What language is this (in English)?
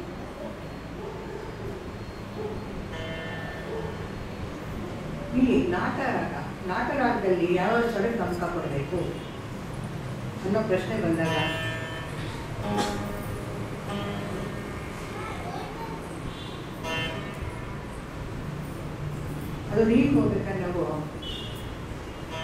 Kannada